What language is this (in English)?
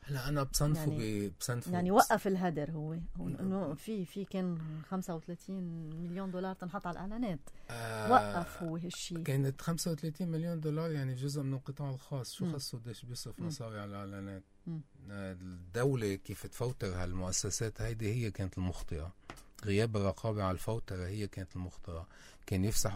North Levantine Arabic